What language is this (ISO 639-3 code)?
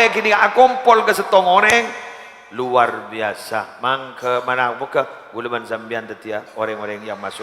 mad